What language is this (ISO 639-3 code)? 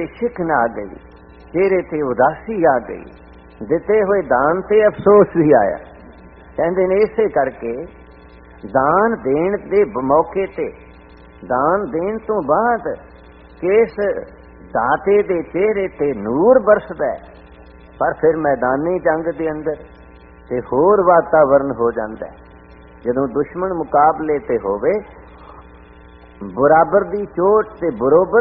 pan